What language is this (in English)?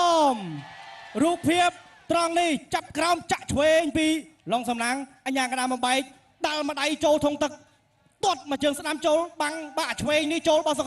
Khmer